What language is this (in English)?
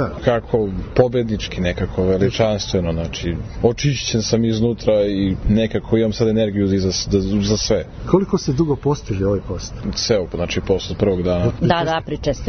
Serbian